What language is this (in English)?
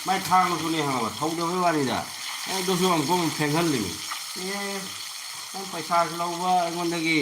Manipuri